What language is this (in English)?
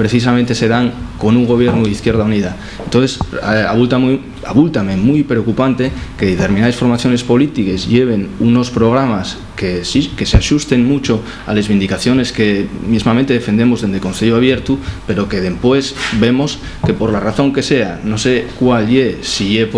Asturian